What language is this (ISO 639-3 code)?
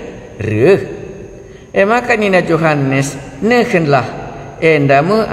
btx